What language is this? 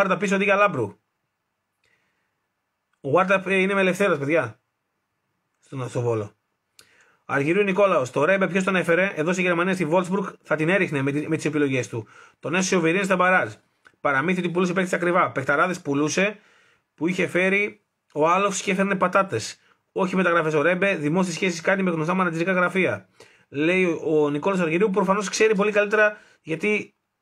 Greek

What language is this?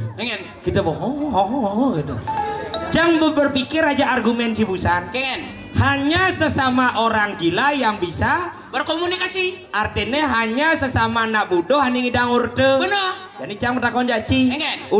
Balinese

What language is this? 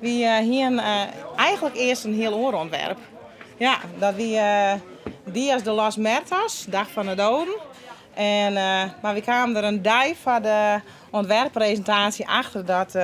Western Frisian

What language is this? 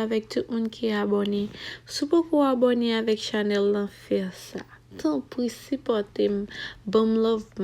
Haitian Creole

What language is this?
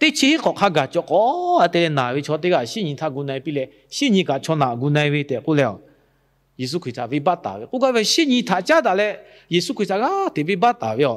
Lahu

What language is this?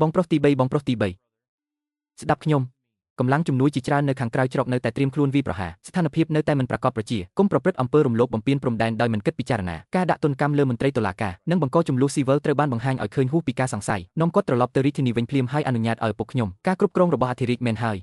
Khmer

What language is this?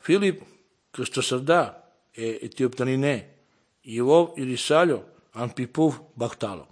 Slovenian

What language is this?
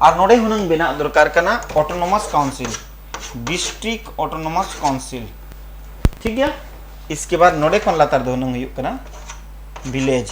Santali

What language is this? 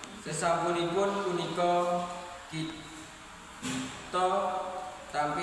Javanese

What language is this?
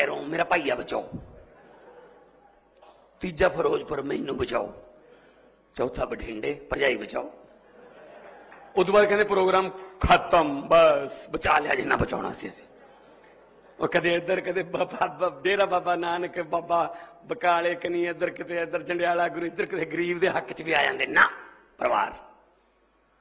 Punjabi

